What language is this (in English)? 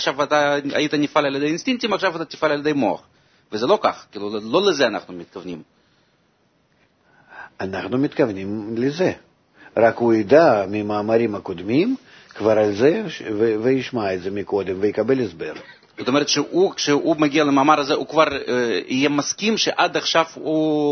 Hebrew